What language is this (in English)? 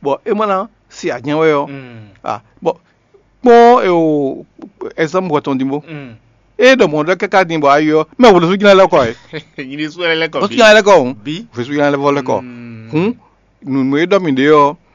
Fon